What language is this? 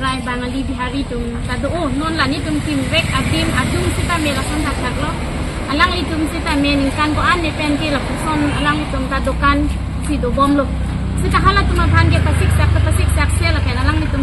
Karbi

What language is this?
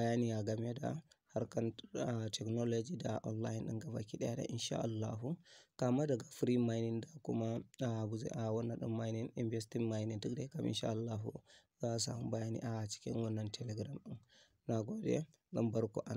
Hausa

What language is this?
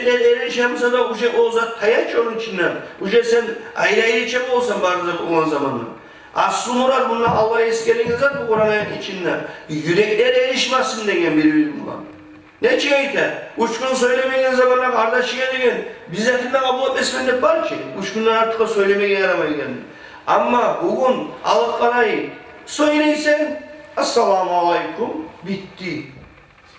Kumyk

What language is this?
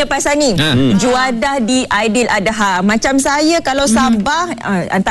Malay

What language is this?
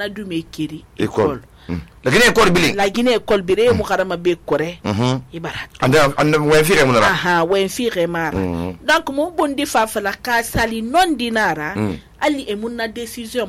Susu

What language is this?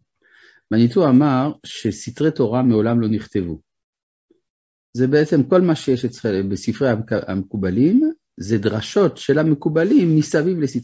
Hebrew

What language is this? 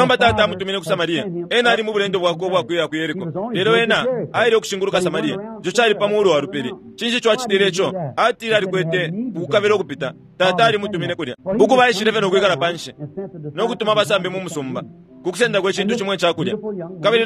Bemba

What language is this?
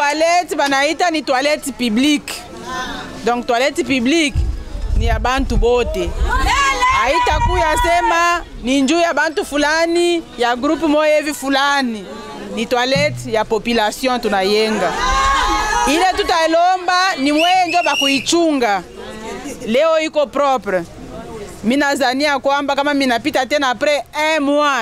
Swahili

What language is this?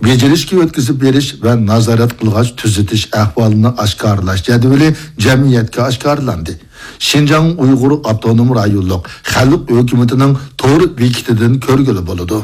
Uyghur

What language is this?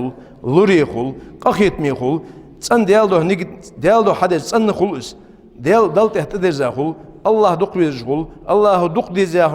Ingush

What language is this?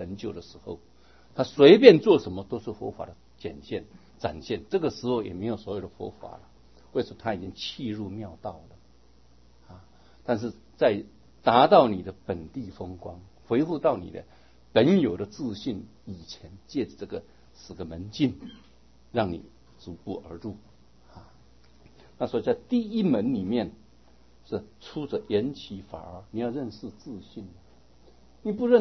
Chinese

